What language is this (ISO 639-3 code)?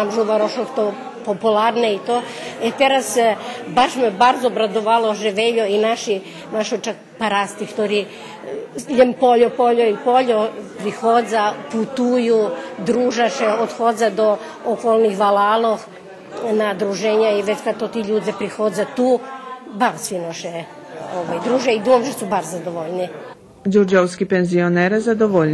rue